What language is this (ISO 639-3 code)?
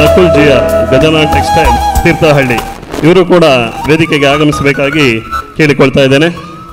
kan